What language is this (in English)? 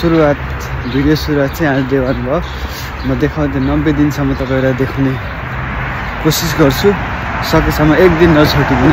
Nepali